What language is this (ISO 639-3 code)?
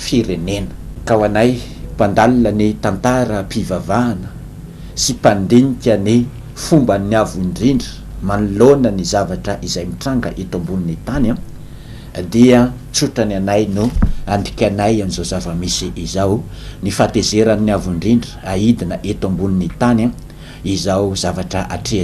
mlg